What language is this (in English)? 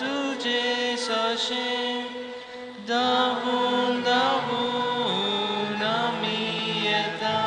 Konkani